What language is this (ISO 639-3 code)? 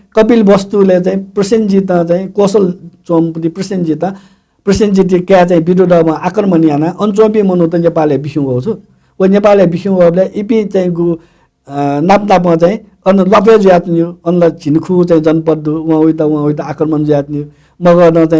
new